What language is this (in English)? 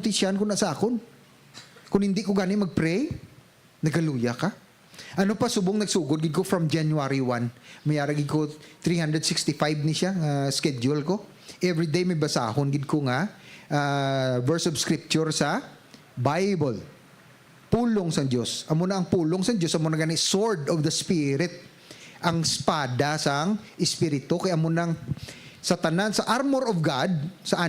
Hiligaynon